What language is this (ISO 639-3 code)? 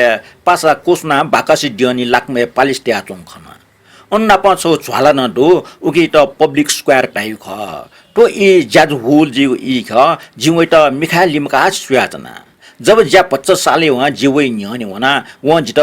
new